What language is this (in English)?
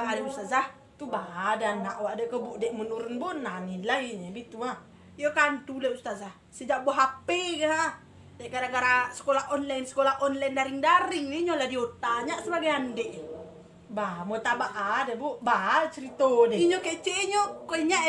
Minangkabau